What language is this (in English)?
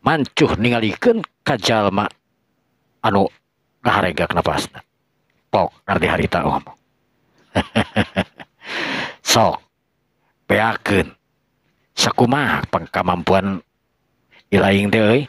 Sundanese